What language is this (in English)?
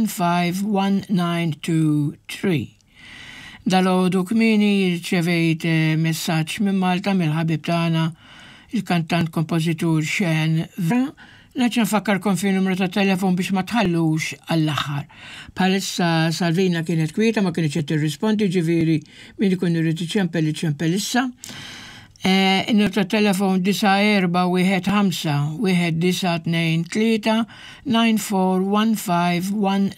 Maltese